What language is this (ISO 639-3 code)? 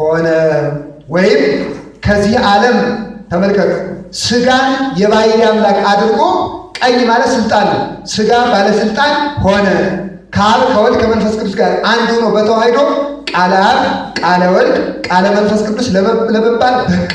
amh